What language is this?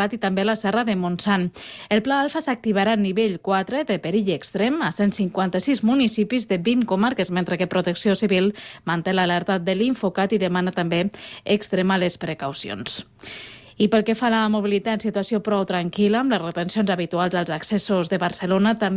Catalan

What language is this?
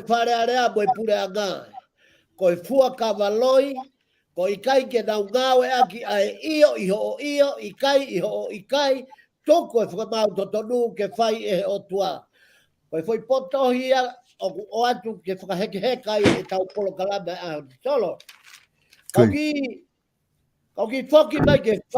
Tongan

